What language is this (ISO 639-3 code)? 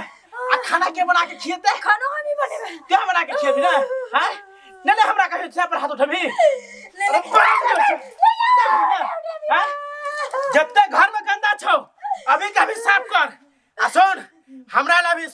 mai